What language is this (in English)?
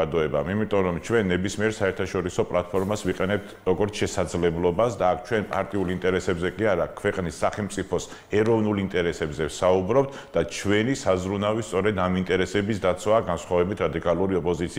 Georgian